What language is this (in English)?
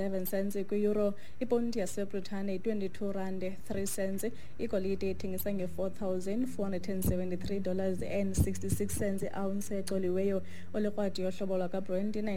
Xhosa